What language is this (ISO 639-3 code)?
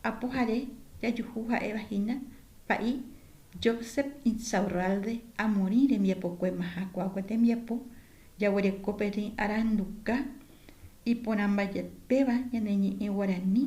grn